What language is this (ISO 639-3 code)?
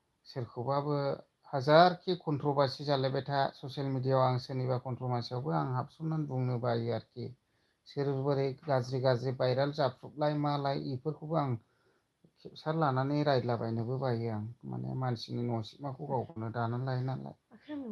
brx